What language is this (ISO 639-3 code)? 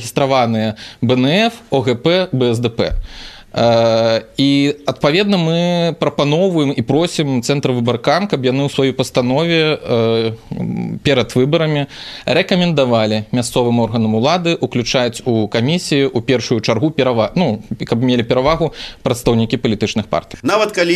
bel